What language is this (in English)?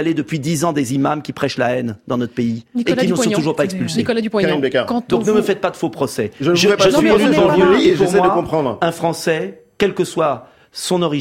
French